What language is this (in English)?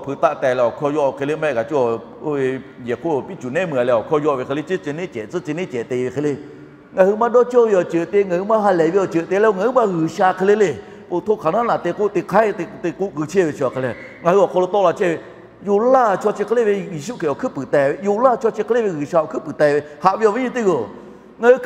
Lahu